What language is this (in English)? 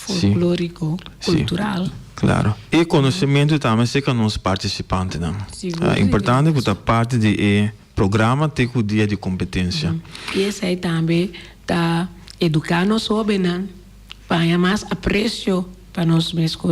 Papiamento